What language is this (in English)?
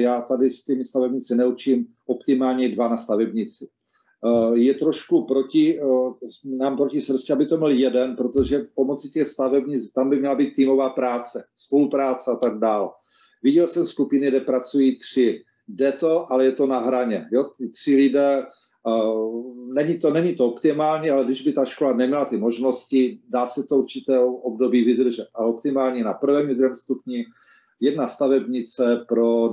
Czech